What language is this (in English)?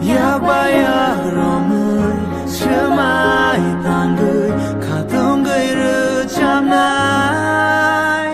Kok Borok